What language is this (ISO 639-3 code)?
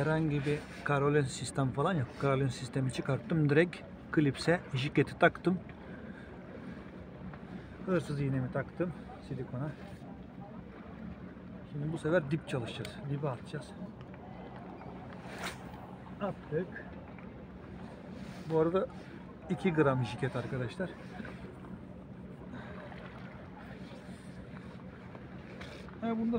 tur